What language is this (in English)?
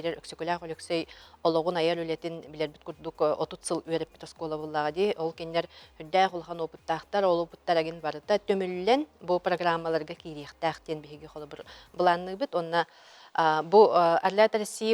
Yakut